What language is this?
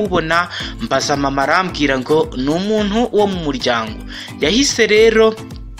Kinyarwanda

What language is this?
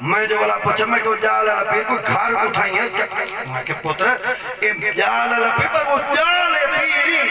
Saraiki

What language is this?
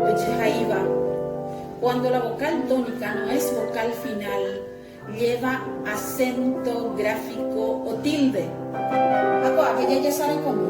Guarani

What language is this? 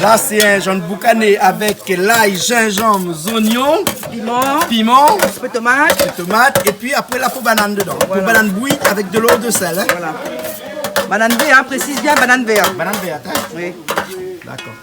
Réunion Creole French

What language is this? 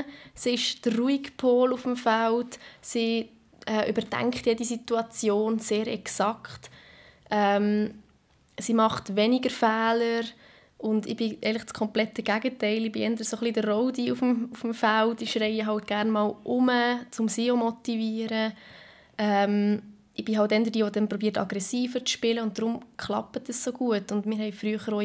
Swiss German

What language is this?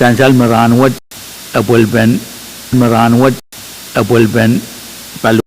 Pohnpeian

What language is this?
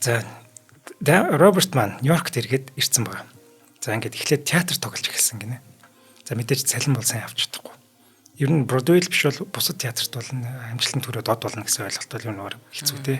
Mongolian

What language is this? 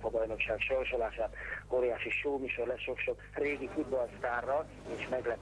Hungarian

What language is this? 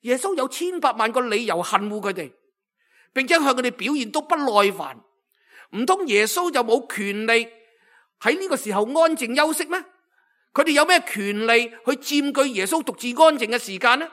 Cantonese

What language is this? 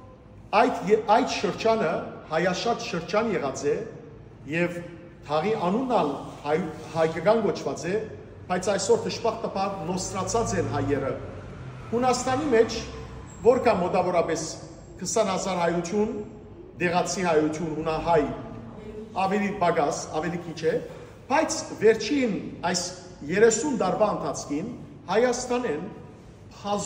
Western Armenian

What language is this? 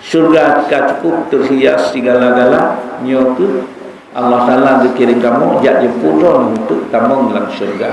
Achinese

